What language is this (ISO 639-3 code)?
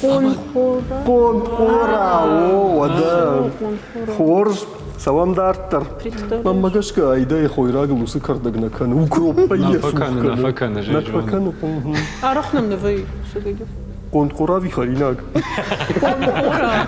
oss